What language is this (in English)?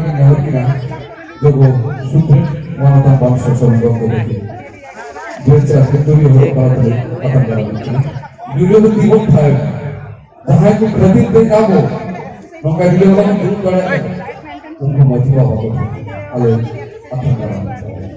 Santali